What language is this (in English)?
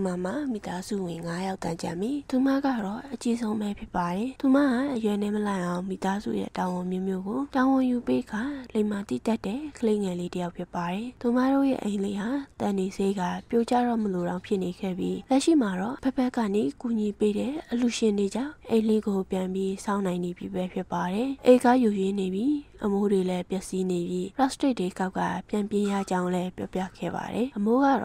Burmese